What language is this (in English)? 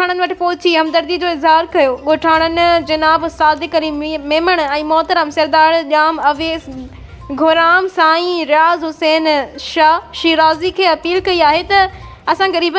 Sindhi